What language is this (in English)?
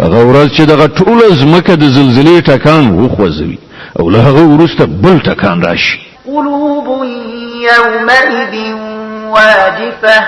Pashto